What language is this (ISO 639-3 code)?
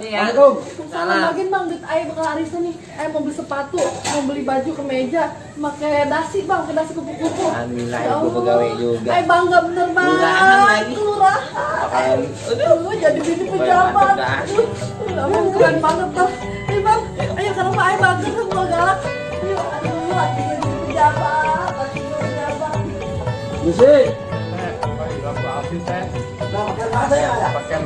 bew